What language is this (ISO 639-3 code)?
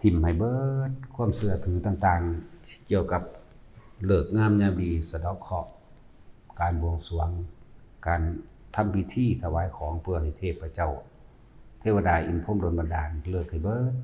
tts